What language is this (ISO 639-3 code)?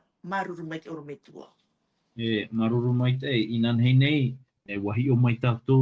tah